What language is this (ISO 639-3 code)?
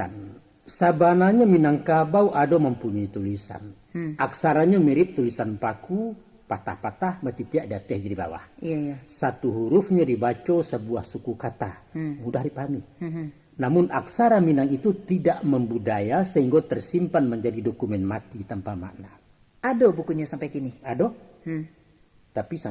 min